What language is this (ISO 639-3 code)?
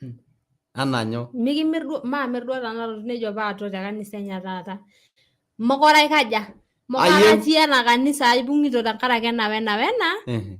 mas